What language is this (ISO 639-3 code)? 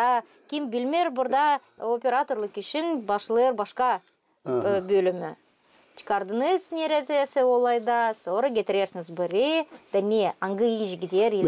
gag